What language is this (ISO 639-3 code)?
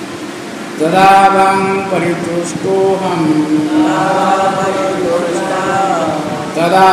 ori